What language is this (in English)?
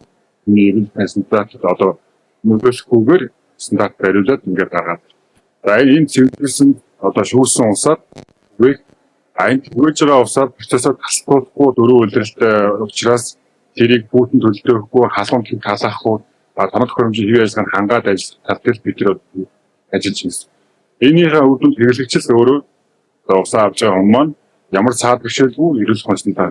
Mongolian